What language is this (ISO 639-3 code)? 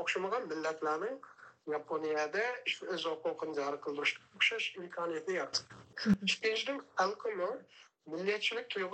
uig